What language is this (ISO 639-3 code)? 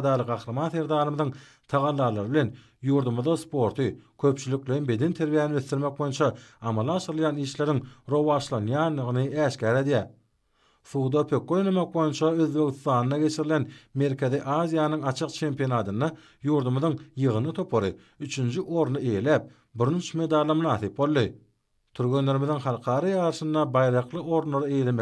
tuk